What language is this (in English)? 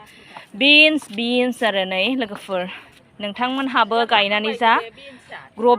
Bodo